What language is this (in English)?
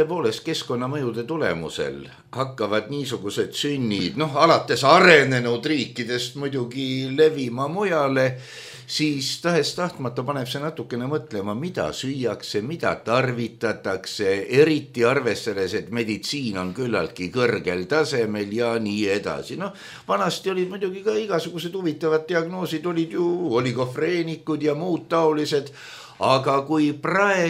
Estonian